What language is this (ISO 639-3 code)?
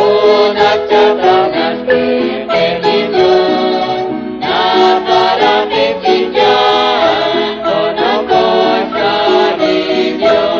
kek